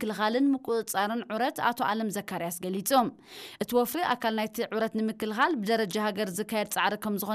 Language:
Tigrinya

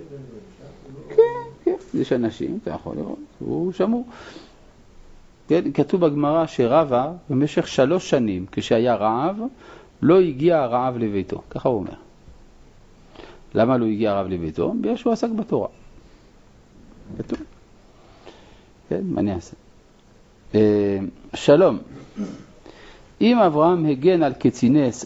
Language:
Hebrew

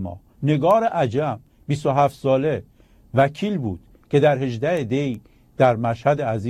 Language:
Persian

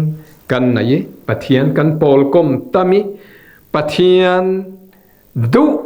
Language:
Falam Chin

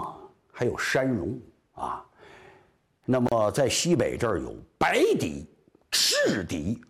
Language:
Chinese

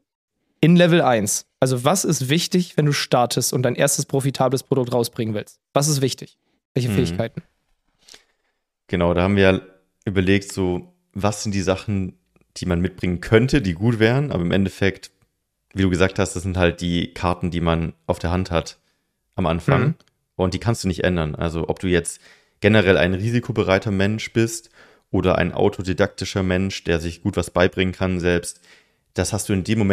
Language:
German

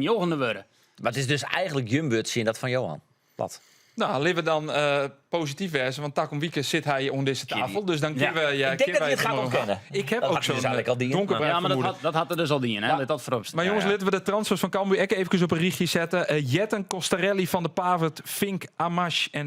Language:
Western Frisian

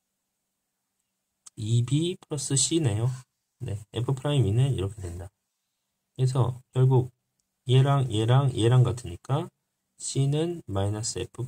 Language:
Korean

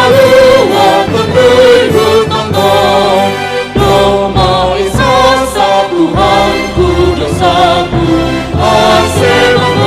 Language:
Batak Simalungun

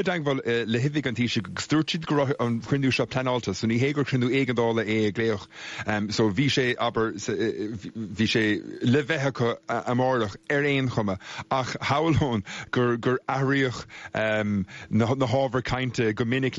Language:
Irish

